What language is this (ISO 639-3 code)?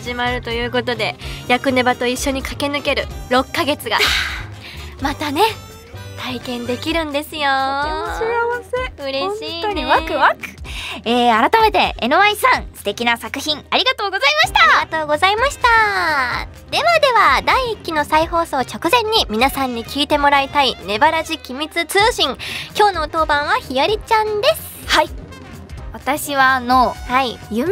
jpn